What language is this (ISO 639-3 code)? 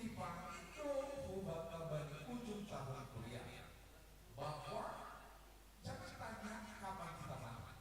bts